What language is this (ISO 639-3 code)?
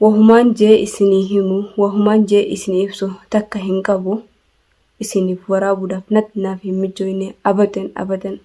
orm